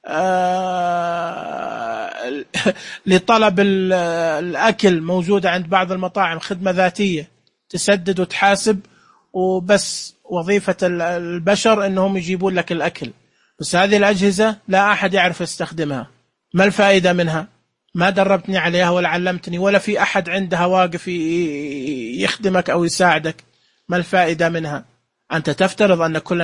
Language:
Najdi Arabic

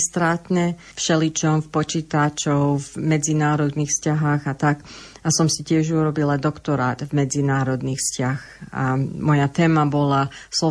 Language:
Slovak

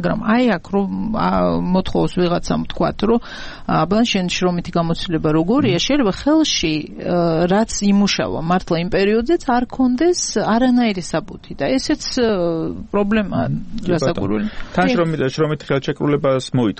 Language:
Georgian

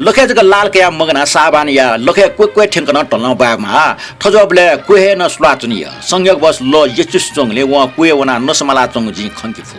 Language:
Newari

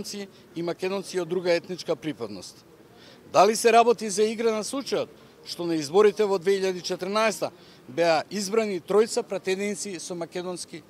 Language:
Macedonian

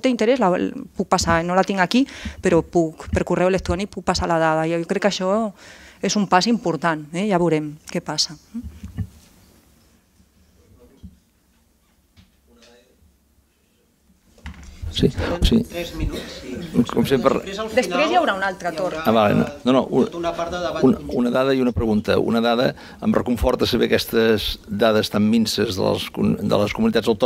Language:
Catalan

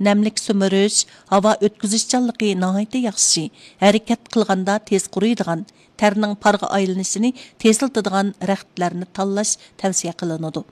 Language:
Uyghur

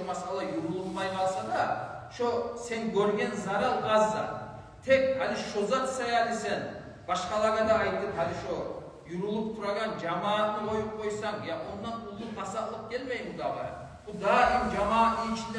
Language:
Kumyk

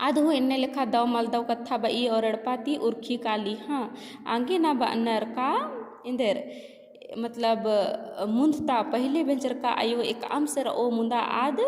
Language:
Kurukh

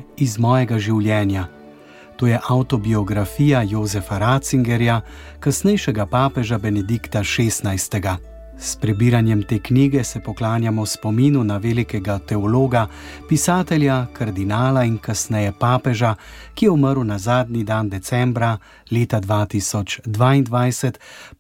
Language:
Slovenian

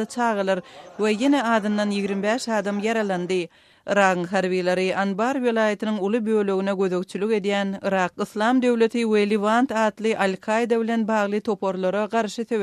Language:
Turkmen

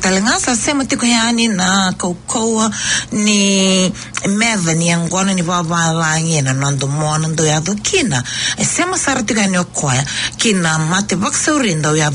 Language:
Fijian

